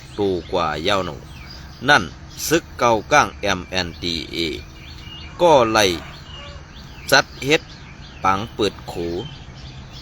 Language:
Shan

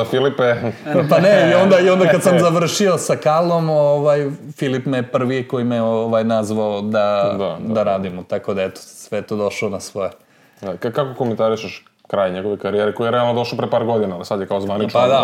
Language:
Serbian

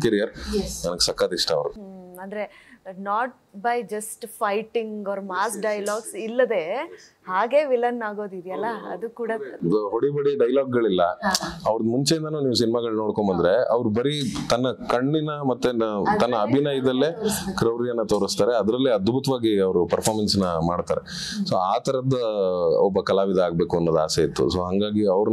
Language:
Kannada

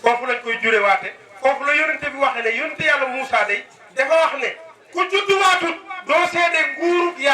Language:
Wolof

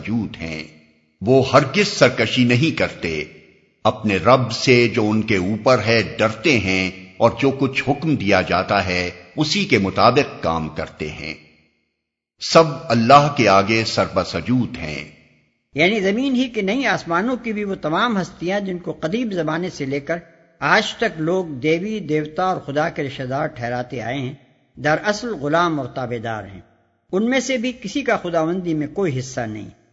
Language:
Urdu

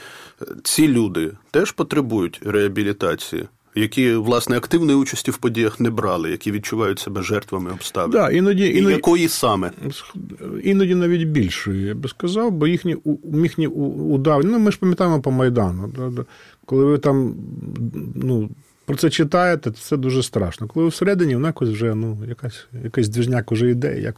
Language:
Ukrainian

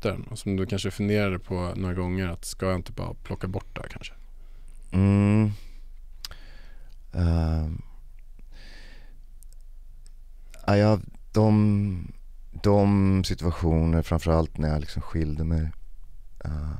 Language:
Swedish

